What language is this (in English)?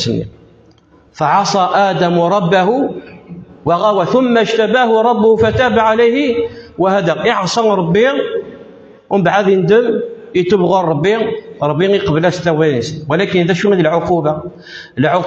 Kabyle